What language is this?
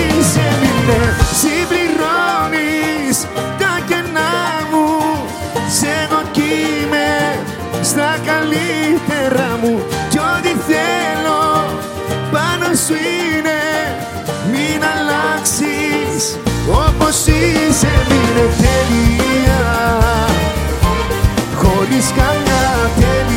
Greek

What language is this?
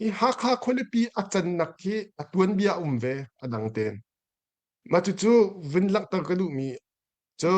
Hakha Chin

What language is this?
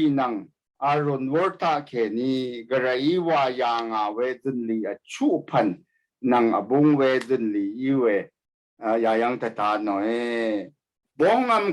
Rawang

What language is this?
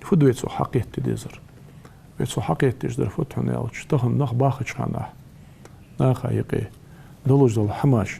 Ingush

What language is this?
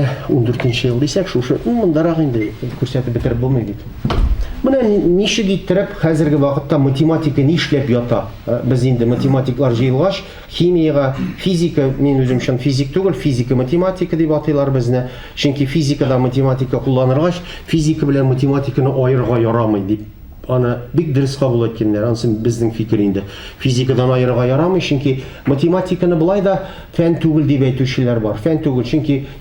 Tatar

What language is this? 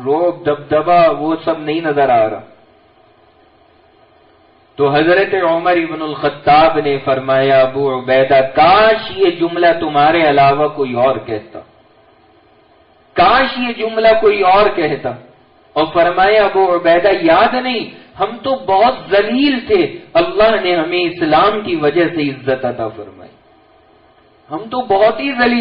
Urdu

